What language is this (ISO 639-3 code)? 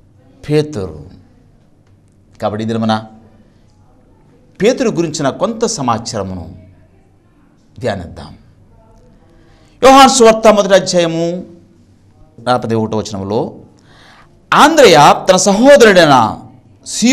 tel